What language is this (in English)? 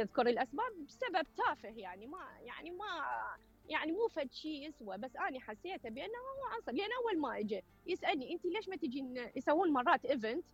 Mesopotamian Arabic